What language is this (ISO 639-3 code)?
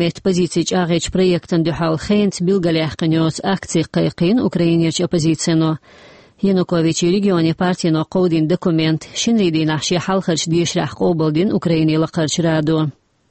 che